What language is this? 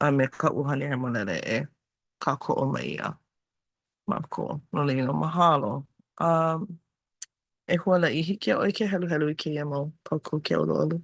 Hawaiian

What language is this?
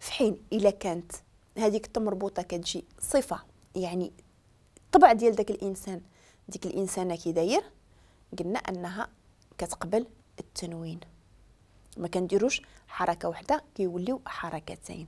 Moroccan Arabic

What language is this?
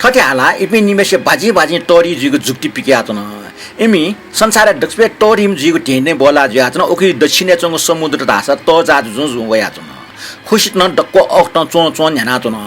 Newari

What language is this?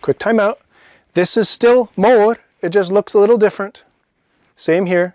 Scottish Gaelic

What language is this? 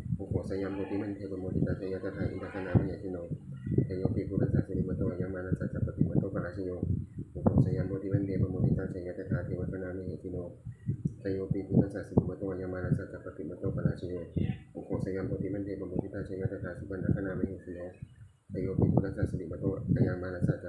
Pali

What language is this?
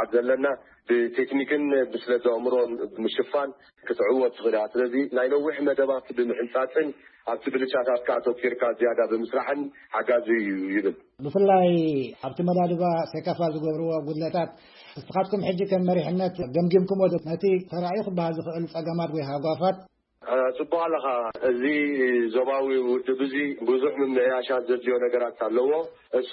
Tigrinya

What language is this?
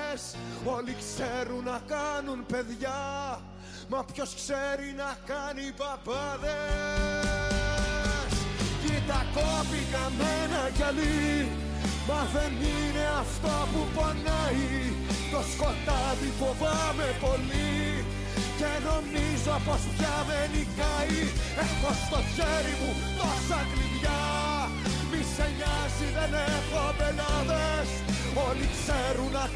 Greek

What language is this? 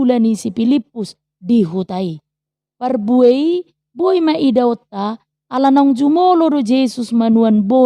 Batak Toba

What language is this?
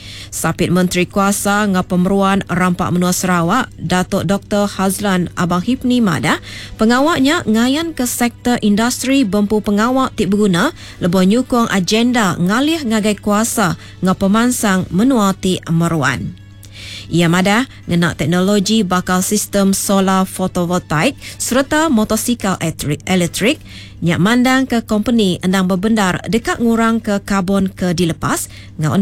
Iban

